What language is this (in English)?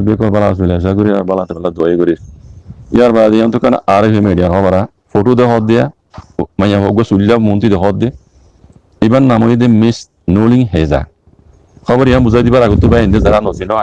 Rohingya